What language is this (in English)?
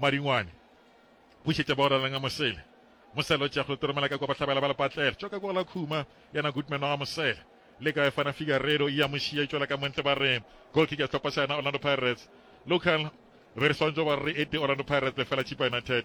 Northern Sotho